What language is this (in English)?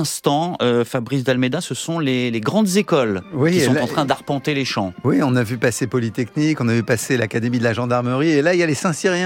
French